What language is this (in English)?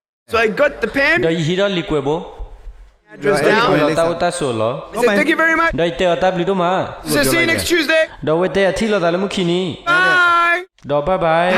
S'gaw Karen